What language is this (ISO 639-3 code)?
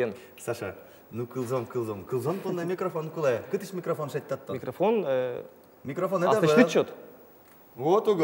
udm